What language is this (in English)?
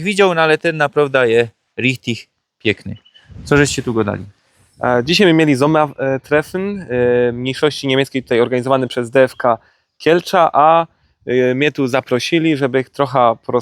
Silesian